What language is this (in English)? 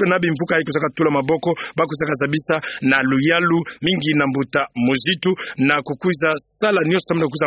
Kituba (Democratic Republic of Congo)